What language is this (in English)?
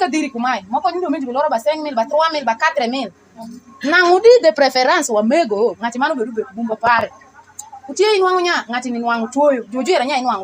Alur